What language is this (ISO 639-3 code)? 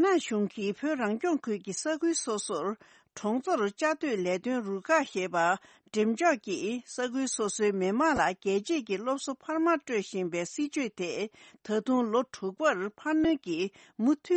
bod